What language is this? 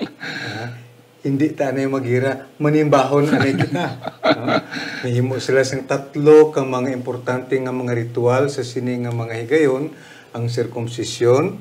Hiligaynon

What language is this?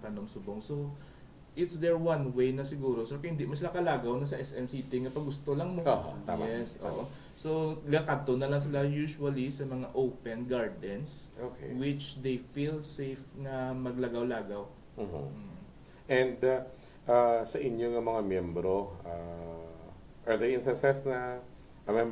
Hiligaynon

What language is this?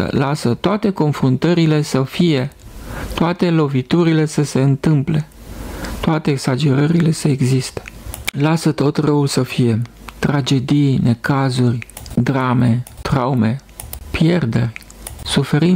Romanian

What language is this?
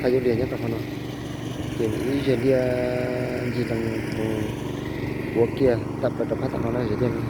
Hmong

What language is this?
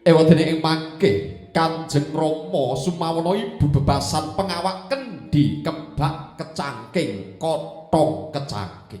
Javanese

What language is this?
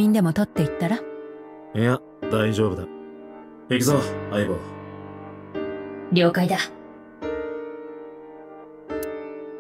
Japanese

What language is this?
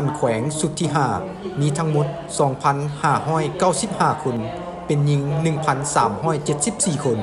Lao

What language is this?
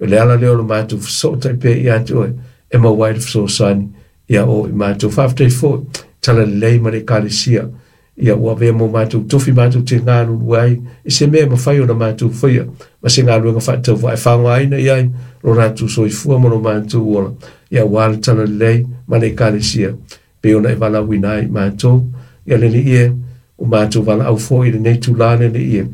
Samoan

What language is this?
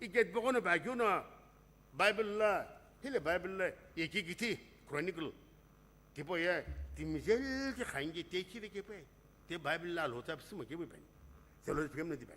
Sumi Naga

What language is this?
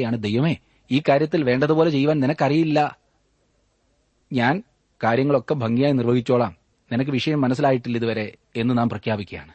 Malayalam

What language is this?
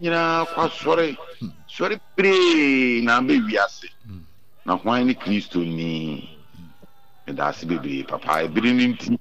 Akan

